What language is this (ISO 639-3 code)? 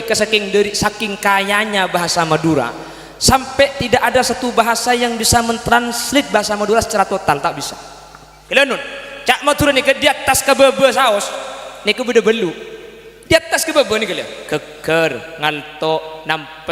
mad